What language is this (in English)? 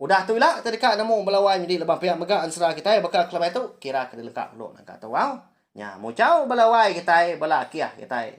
Iban